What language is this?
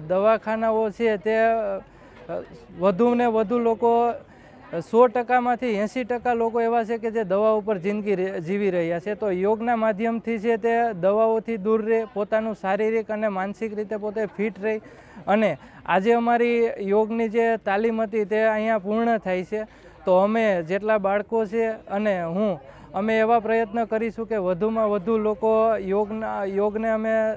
Gujarati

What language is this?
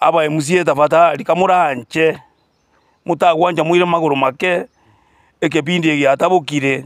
Gusii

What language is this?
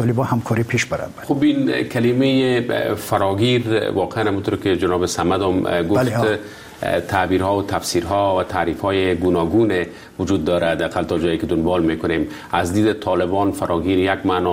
Persian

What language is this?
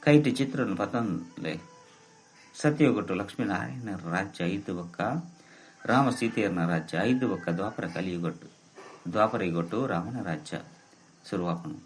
Tulu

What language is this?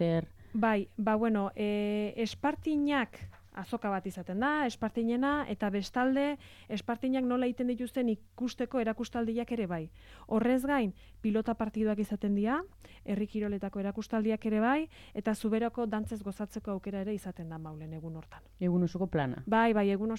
Basque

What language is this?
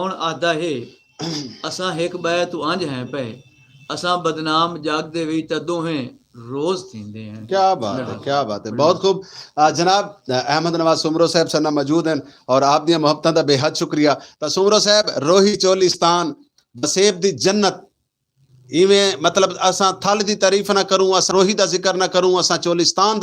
Saraiki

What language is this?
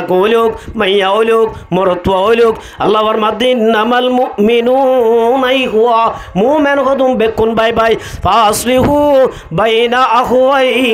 Rohingya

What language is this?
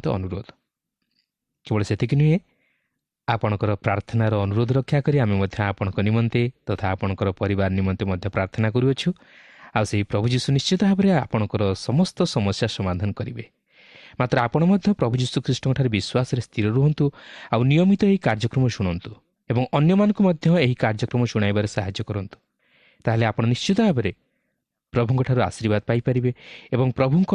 Odia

